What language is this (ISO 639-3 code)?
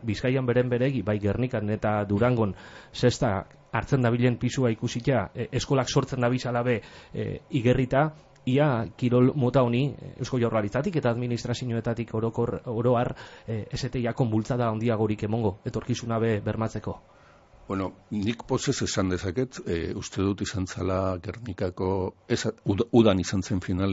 eus